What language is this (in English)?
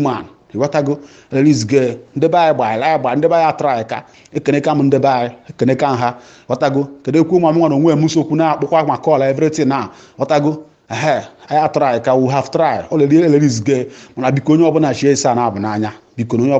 Igbo